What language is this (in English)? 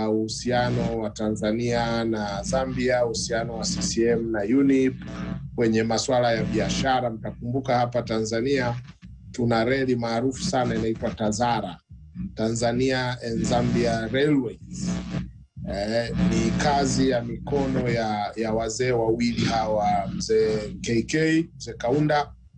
Swahili